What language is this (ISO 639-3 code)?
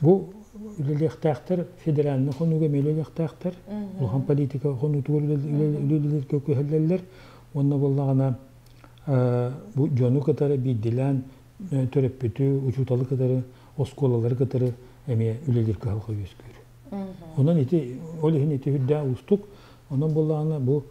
sah